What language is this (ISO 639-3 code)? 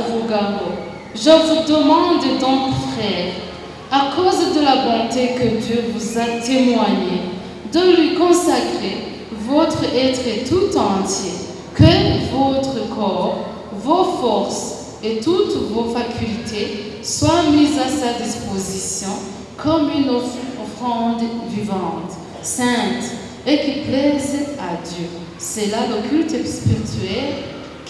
run